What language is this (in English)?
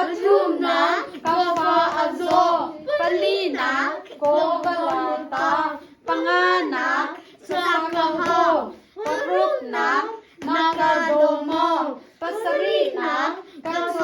Hakha Chin